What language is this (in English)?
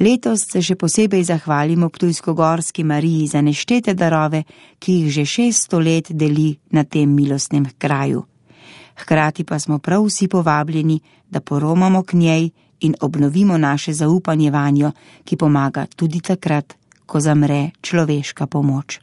Slovenian